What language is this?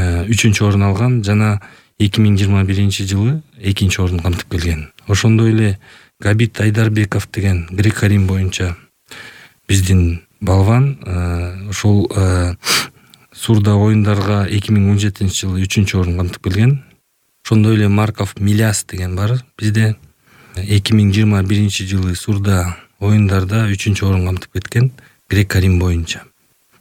Kyrgyz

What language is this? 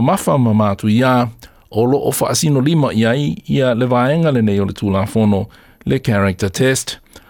Samoan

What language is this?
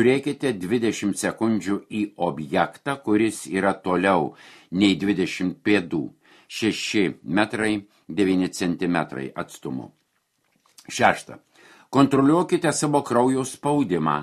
Lithuanian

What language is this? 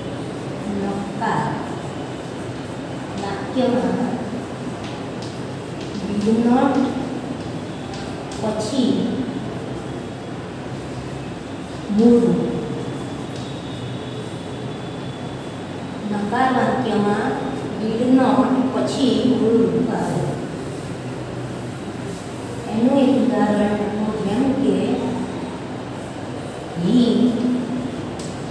Gujarati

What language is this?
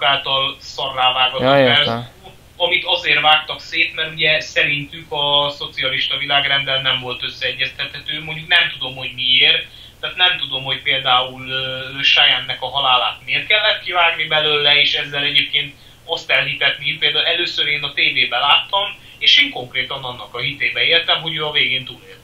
Hungarian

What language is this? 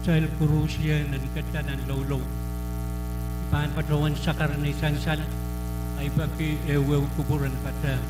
Pohnpeian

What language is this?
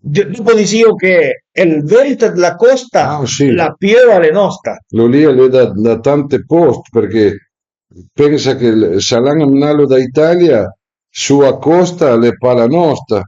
Piedmontese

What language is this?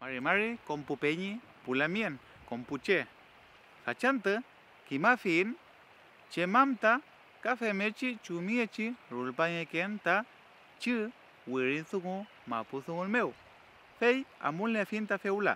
Mapuche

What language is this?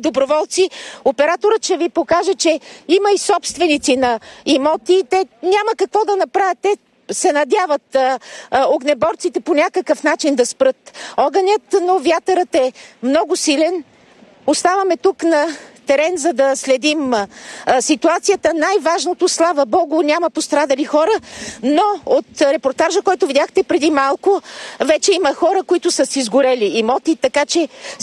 Bulgarian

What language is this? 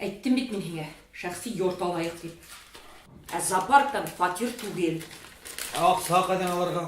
Bashkir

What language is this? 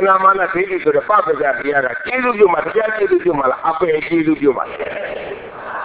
Burmese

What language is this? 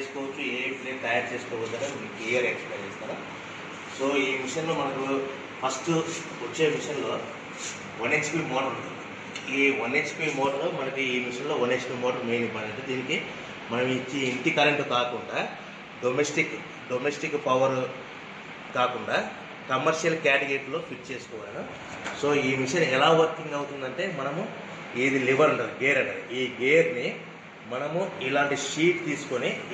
Telugu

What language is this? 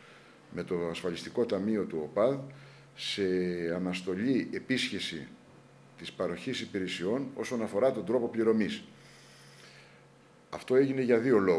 Greek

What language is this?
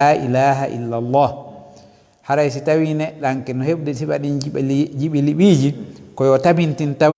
Fula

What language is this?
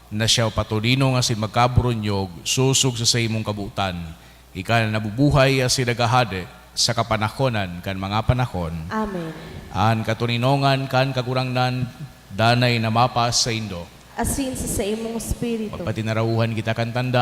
Bikol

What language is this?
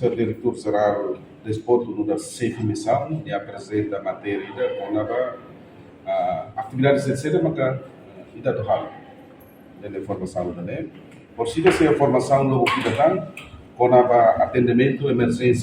Tetum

